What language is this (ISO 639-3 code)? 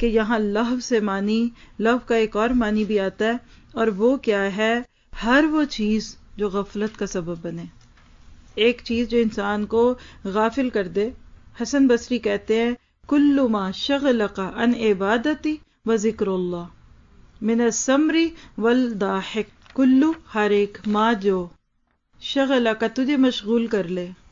urd